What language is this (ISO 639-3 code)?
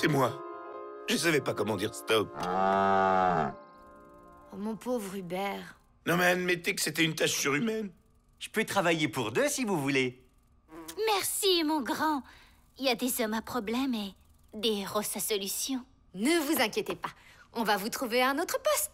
fra